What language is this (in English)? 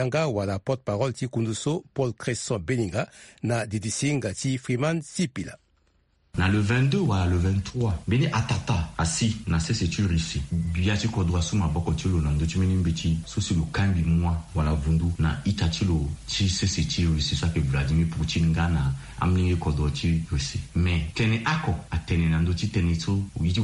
Sango